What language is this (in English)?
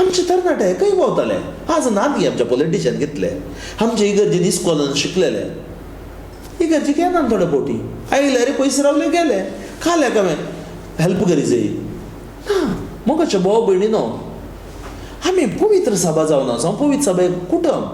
Konkani